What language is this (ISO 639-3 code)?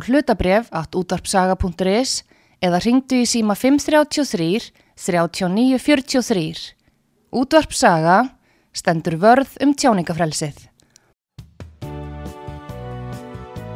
isl